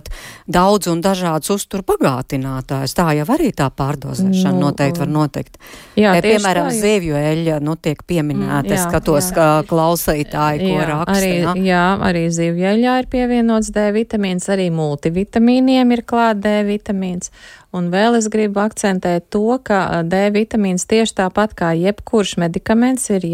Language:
Latvian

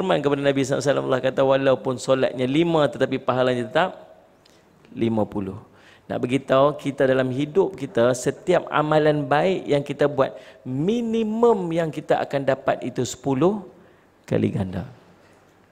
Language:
Malay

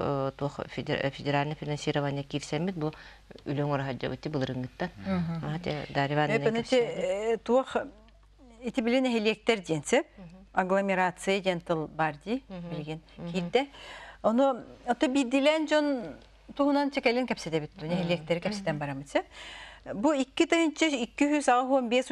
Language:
Yakut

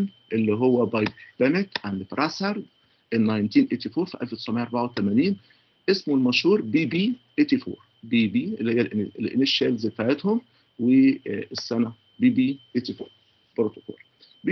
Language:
Egyptian Arabic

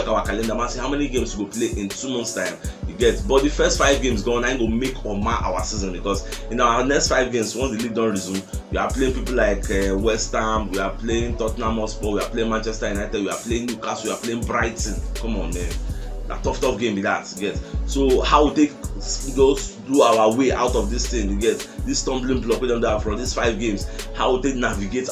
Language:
Nigerian Pidgin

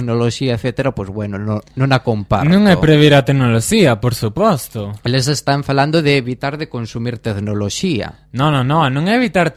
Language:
Galician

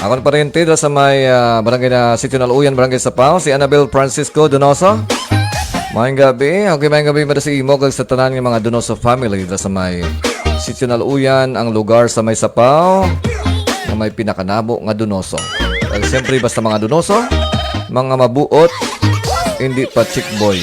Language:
Hiligaynon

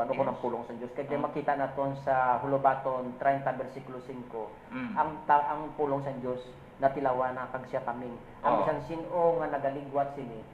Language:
Hiligaynon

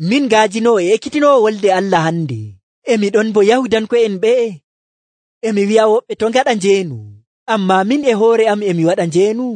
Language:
Nigerian Fulfulde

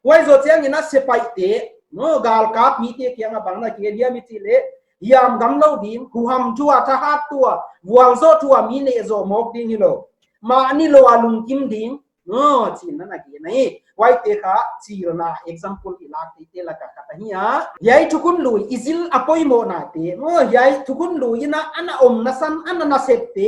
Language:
Paite Chin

